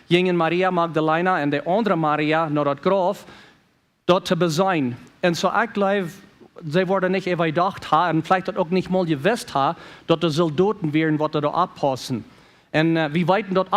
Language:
Plautdietsch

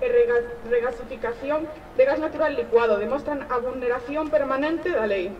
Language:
Galician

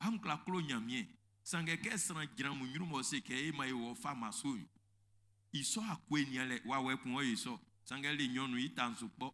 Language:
Baoulé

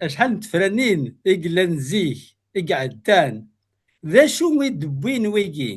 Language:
Kabyle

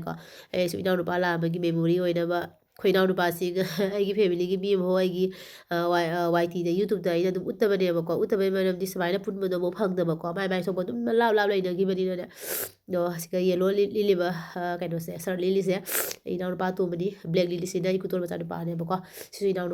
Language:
Manipuri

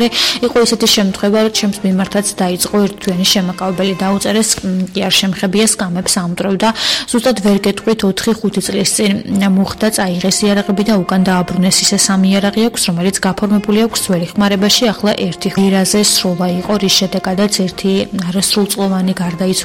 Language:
Georgian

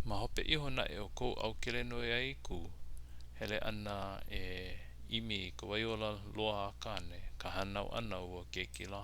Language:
Hawaiian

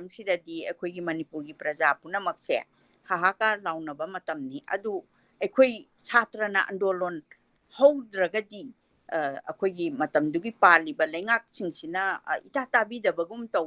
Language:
Manipuri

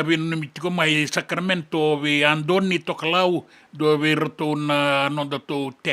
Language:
Fijian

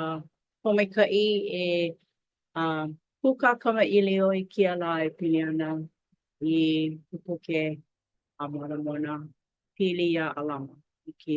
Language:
Hawaiian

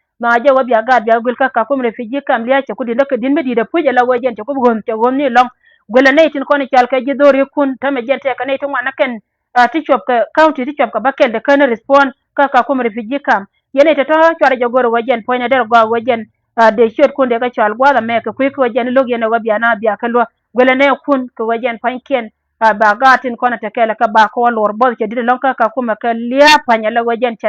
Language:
Nuer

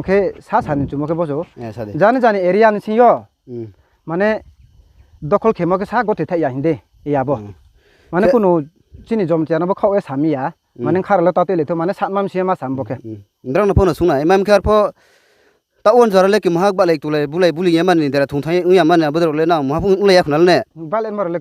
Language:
Riang (India)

